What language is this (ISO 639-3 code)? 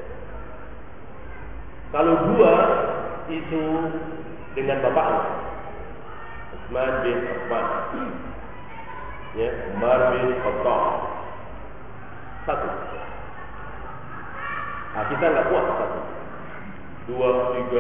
ind